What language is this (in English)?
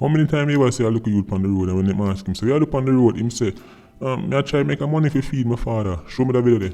Jamaican Creole English